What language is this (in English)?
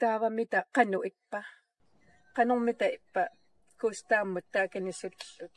Kalaallisut